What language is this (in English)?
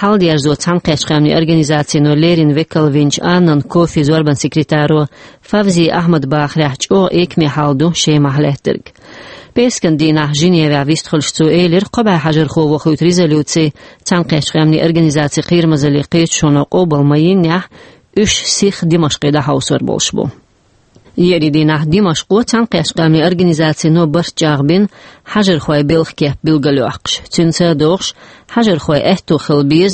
Chechen